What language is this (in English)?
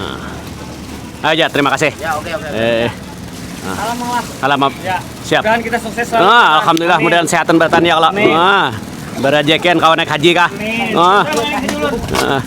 Banjar